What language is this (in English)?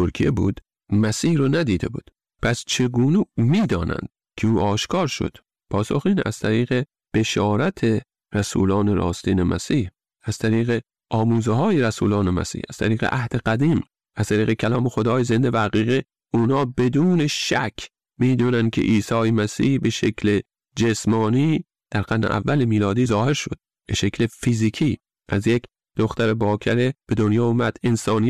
Persian